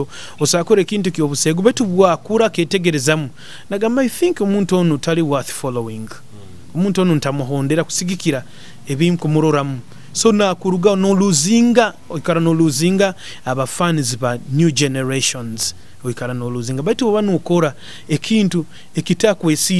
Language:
Nyoro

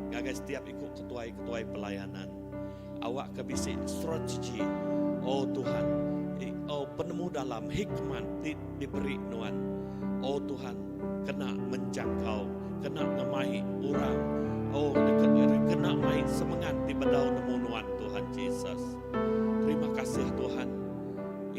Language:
Iban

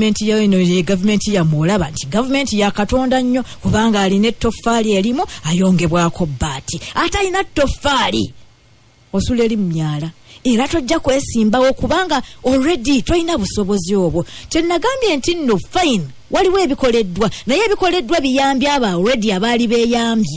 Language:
Ganda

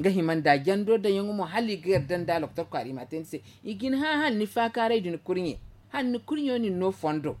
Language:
Zarma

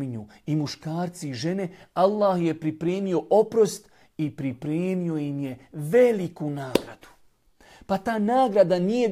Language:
Bosnian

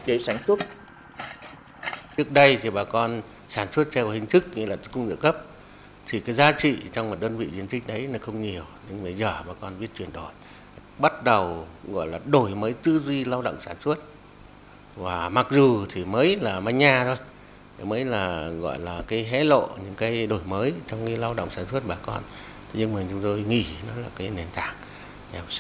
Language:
Vietnamese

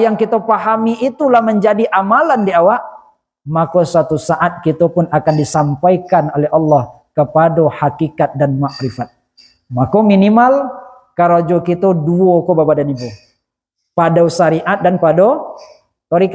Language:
Minangkabau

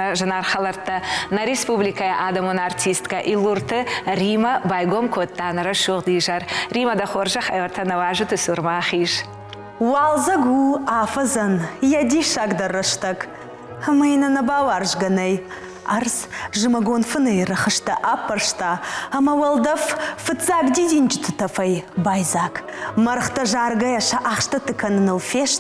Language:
Ossetic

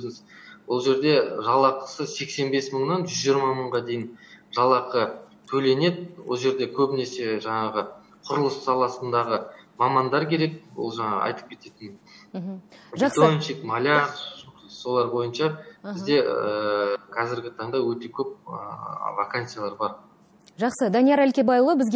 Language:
Kazakh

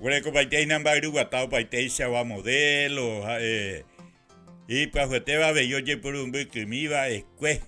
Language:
Guarani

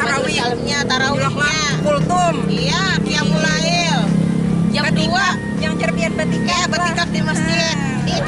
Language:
Banjar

